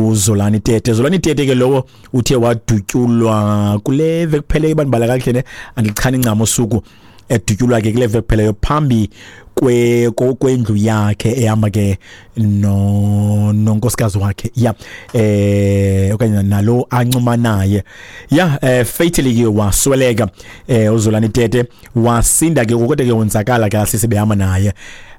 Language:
Xhosa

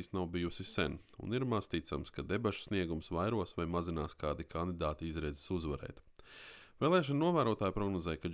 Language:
Latvian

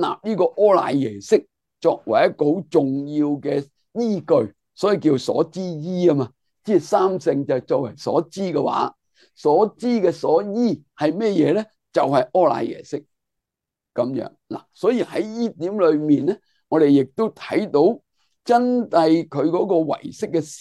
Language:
Cantonese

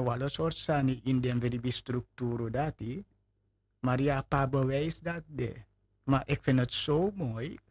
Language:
Sranan Tongo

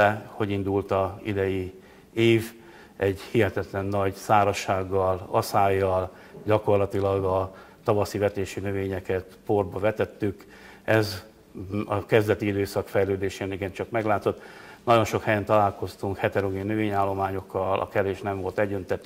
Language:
Hungarian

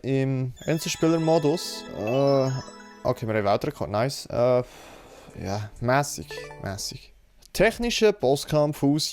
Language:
Swiss German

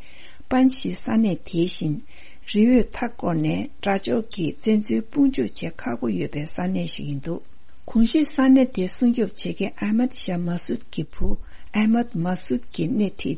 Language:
Tibetan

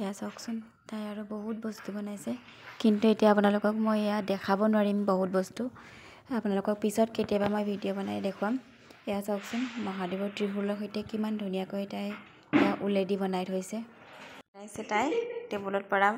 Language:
Assamese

